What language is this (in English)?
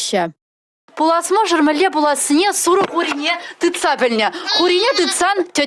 Chuvash